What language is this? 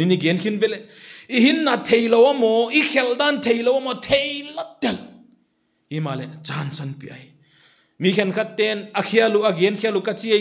Paite Chin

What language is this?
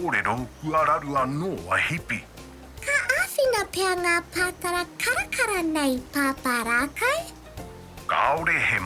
Māori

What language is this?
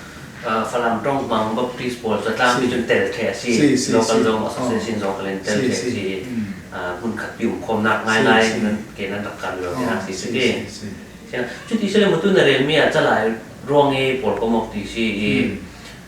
Falam Chin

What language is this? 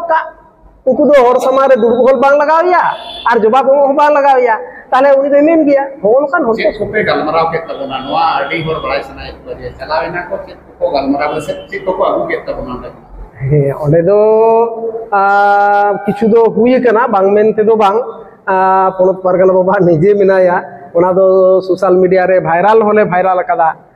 Santali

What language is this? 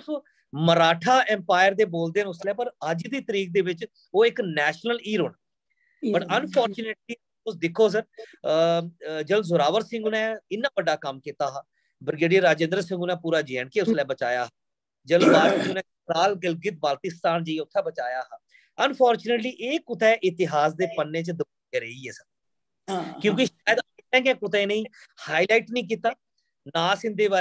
Dogri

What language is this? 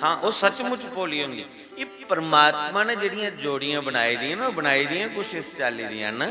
Dogri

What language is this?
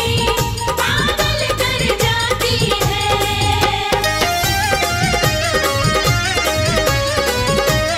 Hindi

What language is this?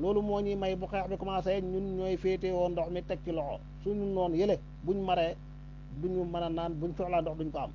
Wolof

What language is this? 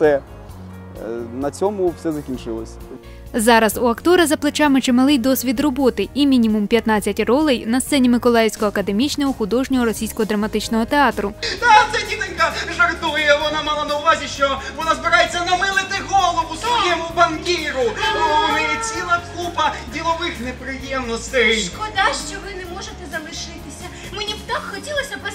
Ukrainian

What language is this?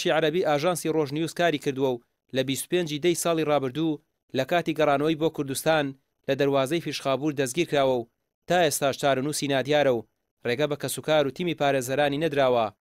Central Kurdish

